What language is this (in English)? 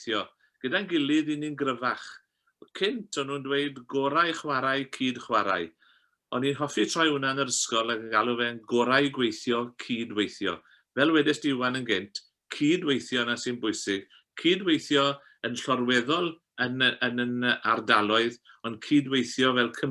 Welsh